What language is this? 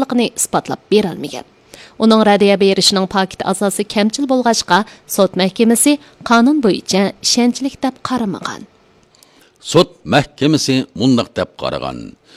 Uyghur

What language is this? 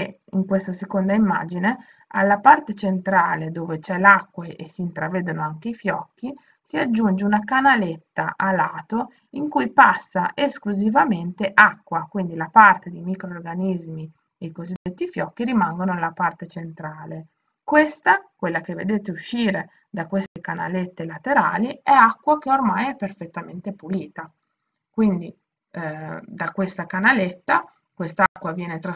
Italian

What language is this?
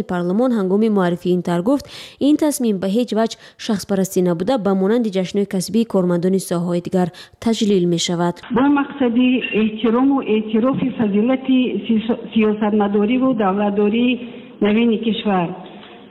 Tajik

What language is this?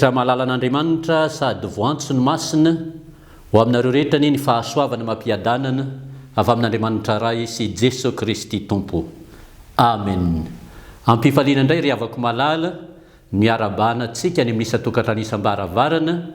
Malagasy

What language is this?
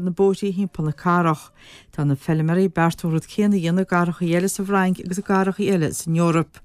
Irish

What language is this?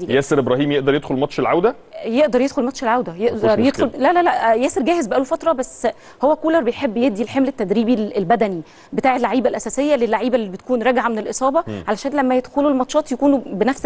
Egyptian Arabic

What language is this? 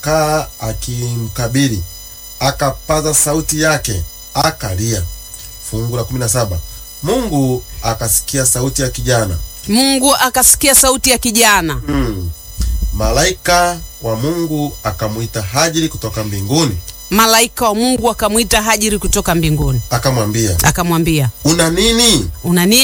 Swahili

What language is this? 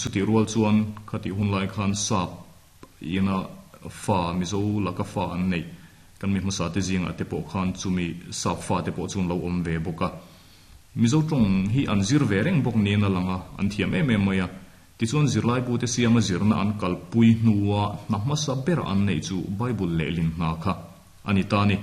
Mizo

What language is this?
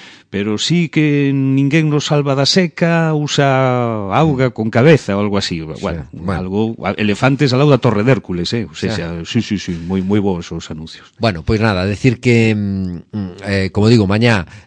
Galician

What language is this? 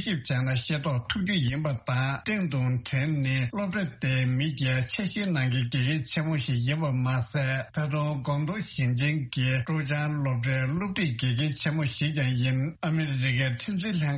Tibetan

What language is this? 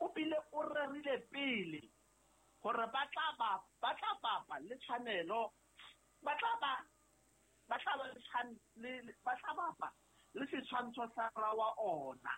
Southern Sotho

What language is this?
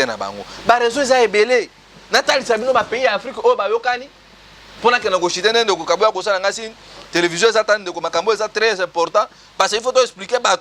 Lingala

